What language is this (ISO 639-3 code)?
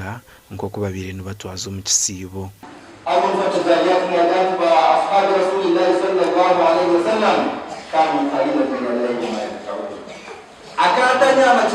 nyn